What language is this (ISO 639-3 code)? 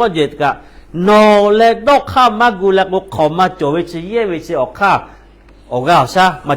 lhu